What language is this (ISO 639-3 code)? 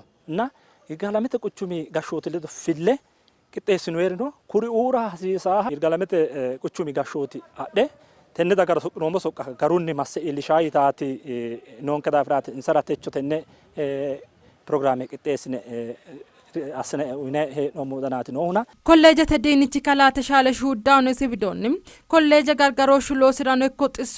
sid